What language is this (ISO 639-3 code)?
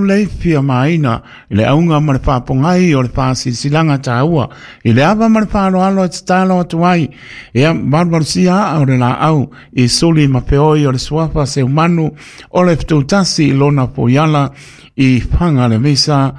smo